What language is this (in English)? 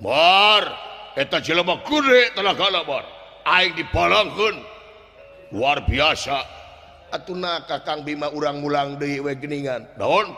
Sundanese